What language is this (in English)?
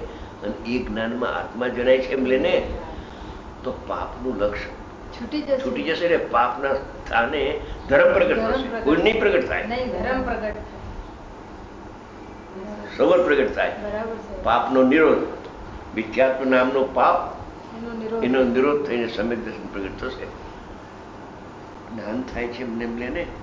Gujarati